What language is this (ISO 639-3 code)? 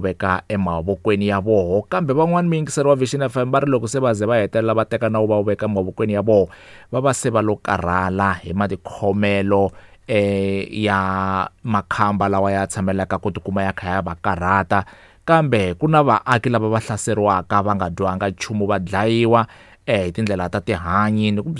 tso